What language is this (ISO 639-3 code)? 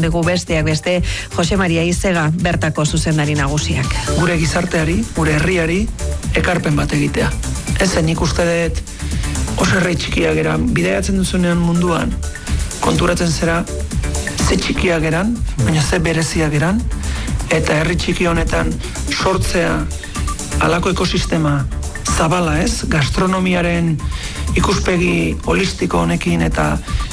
eus